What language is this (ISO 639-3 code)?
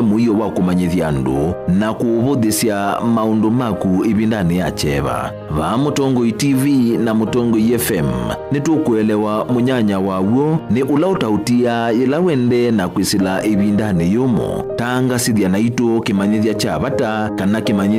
kam